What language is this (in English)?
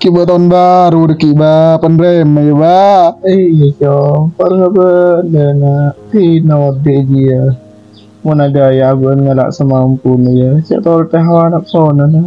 Madurese